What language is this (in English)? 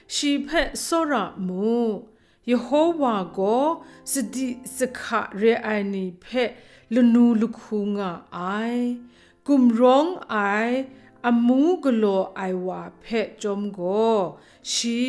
Kachin